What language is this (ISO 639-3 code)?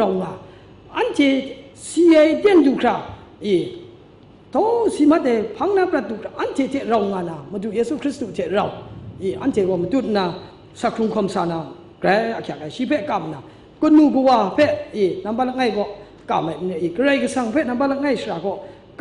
kac